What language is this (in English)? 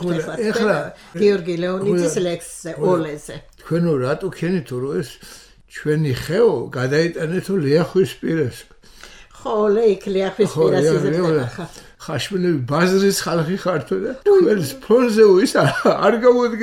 Georgian